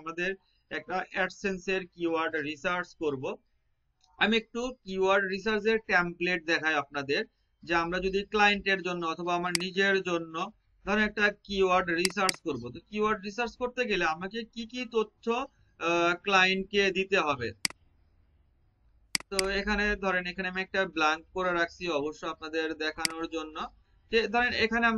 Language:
Bangla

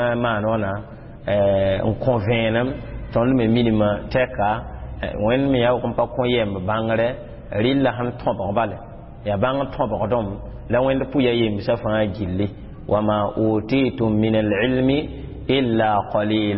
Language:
Mossi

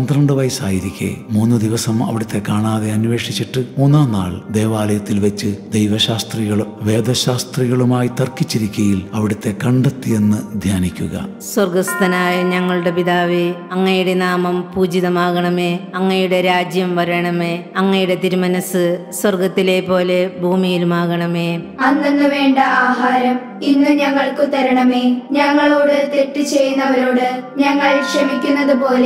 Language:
Malayalam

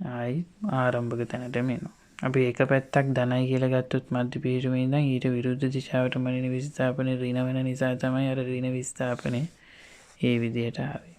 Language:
Sinhala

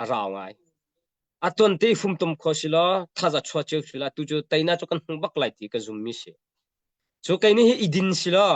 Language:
Hakha Chin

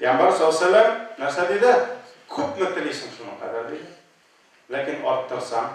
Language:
Tatar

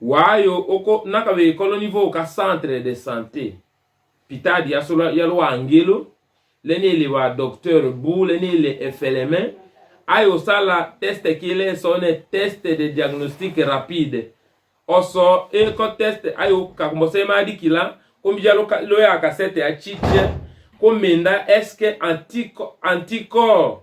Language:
Tetela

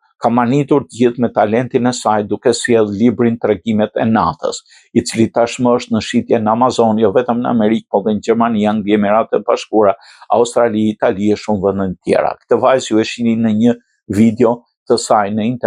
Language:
Albanian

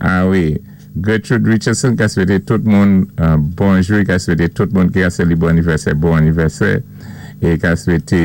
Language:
Saint Lucian Creole French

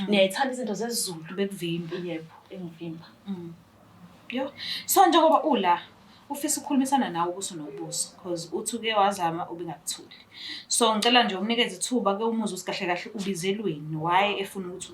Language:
Zulu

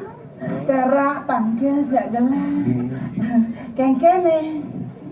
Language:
Balinese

